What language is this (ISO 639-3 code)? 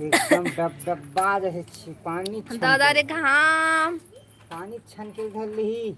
hne